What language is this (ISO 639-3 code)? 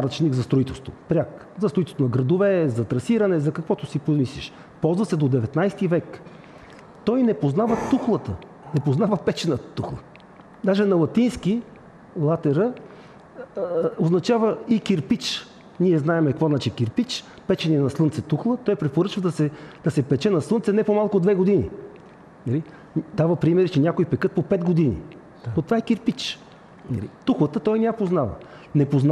bul